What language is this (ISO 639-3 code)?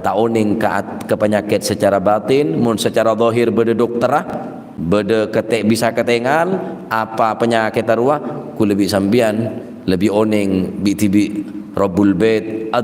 mad